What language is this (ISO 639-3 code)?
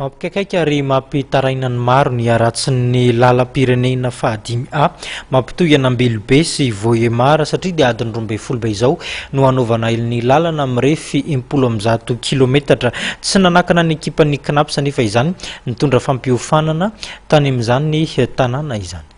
mlg